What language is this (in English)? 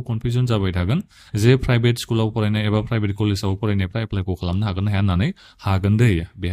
Bodo